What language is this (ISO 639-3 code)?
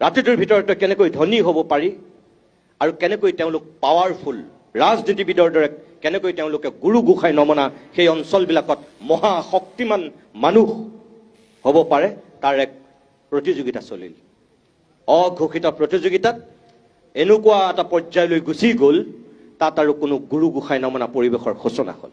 asm